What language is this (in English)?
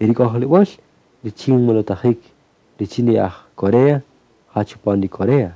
Kaqchikel